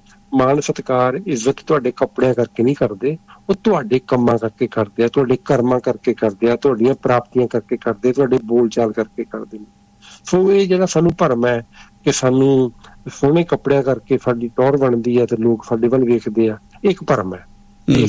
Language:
Punjabi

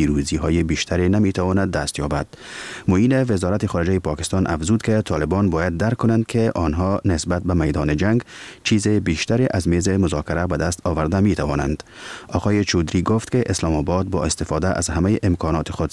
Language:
Persian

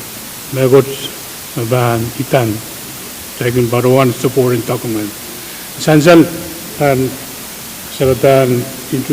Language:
Pohnpeian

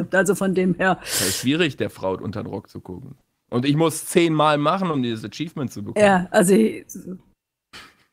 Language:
German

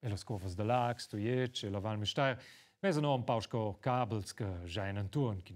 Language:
Romansh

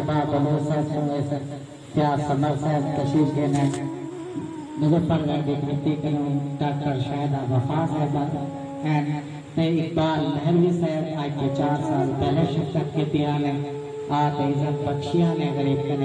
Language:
Saraiki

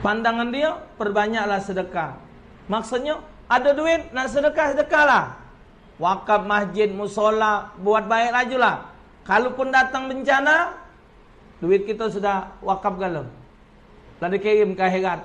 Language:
Musi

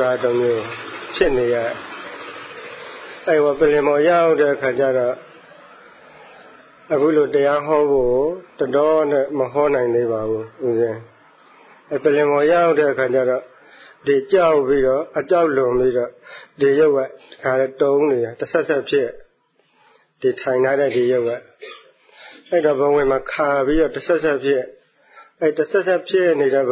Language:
Burmese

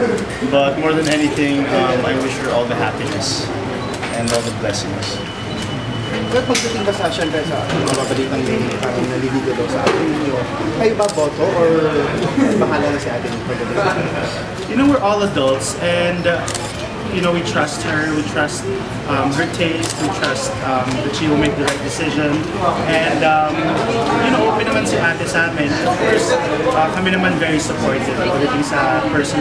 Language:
Filipino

